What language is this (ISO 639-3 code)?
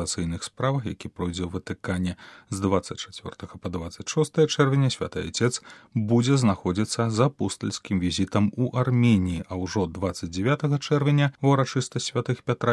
bel